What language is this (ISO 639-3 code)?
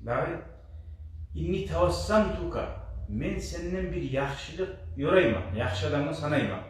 kum